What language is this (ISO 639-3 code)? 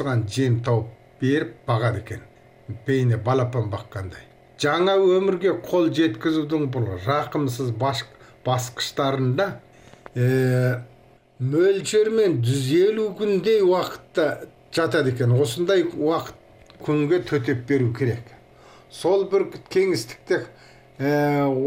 kaz